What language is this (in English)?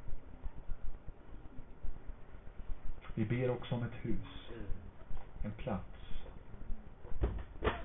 Swedish